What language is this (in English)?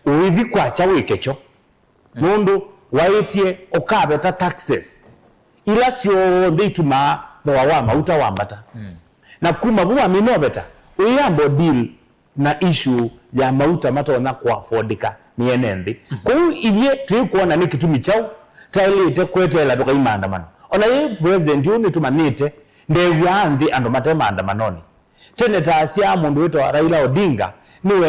Kamba